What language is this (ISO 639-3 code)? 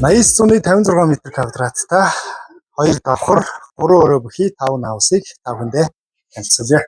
mon